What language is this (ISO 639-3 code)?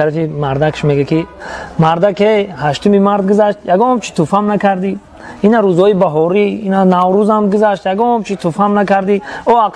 tgk